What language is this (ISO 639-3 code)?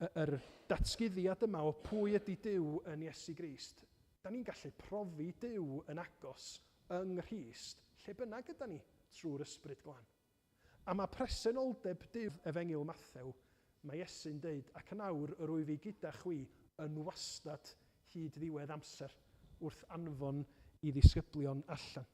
cym